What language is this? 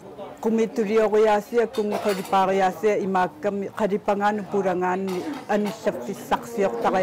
Kalaallisut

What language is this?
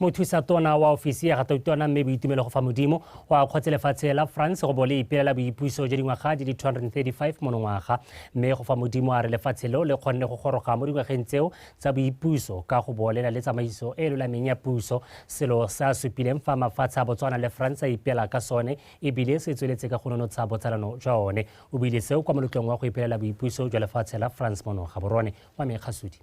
Tswana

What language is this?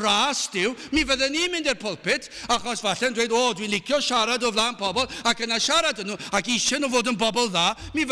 Welsh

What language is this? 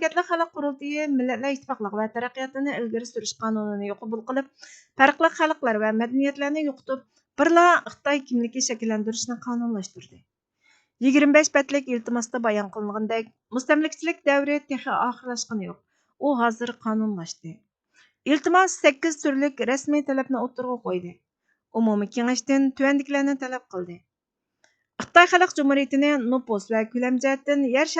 Uyghur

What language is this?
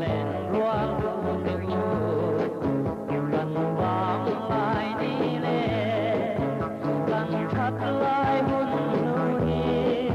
Biete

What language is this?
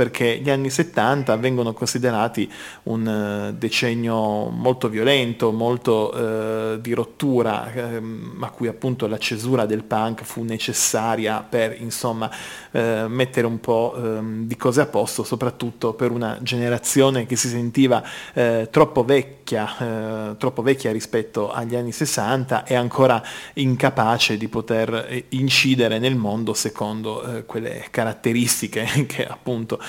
Italian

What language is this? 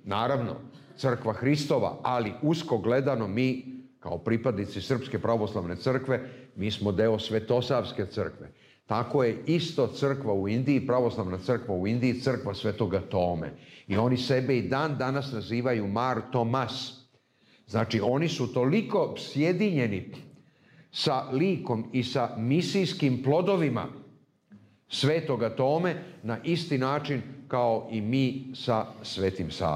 Serbian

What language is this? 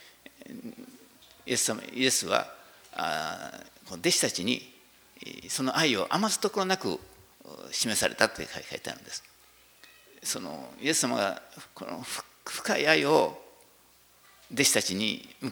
Japanese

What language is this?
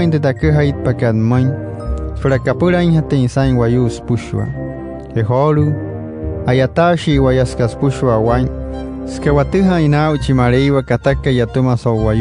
Wayuu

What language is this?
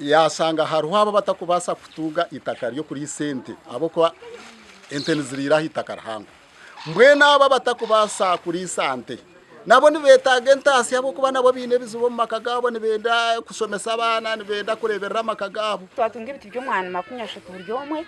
Nyankole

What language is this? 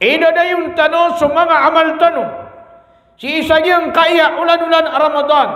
Maranao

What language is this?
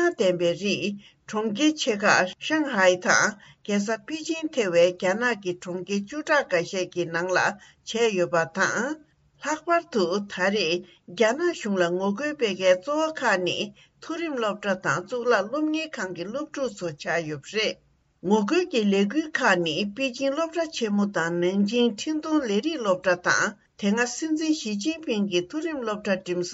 Tibetan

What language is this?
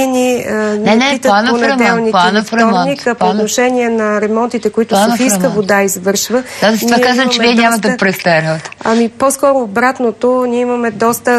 Bulgarian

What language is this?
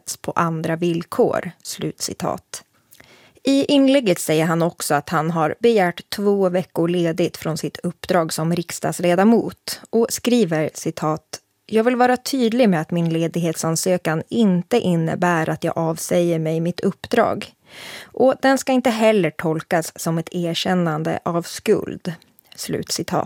Swedish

